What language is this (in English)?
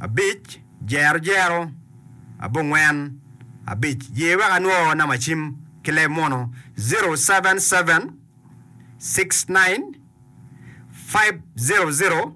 Acoli